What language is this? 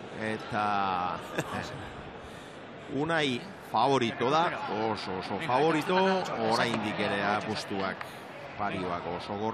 Basque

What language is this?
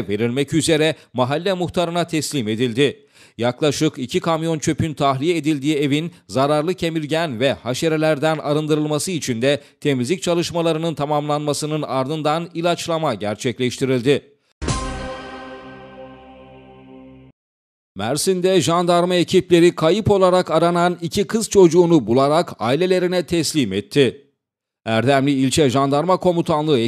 Turkish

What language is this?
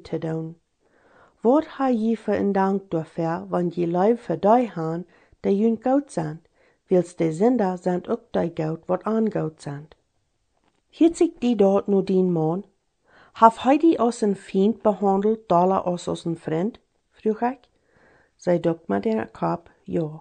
Plautdietsch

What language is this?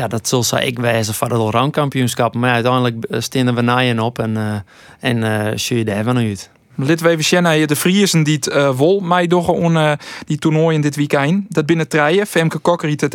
Western Frisian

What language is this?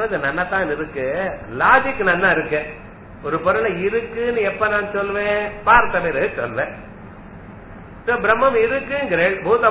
Tamil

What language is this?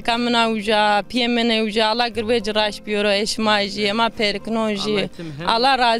Zaza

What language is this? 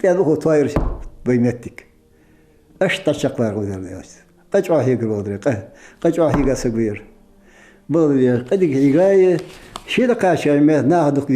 Ingush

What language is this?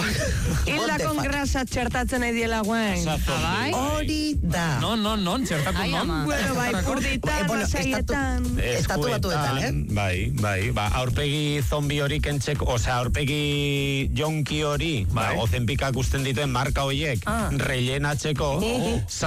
Basque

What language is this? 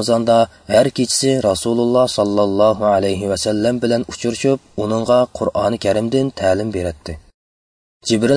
Uyghur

